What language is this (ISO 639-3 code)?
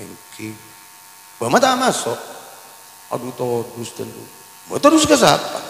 mad